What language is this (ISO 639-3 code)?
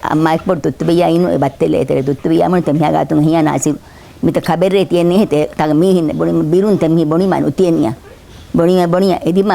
div